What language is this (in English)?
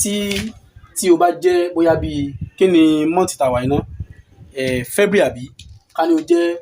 Yoruba